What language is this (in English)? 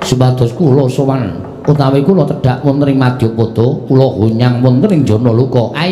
Javanese